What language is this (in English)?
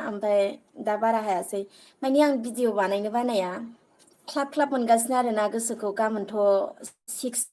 Bodo